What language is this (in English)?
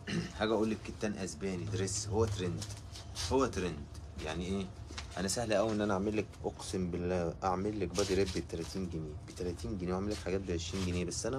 Egyptian Arabic